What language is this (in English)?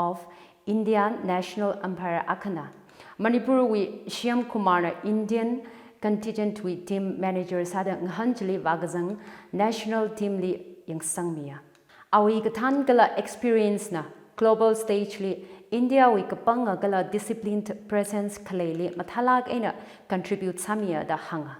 Tangkhul Naga (India)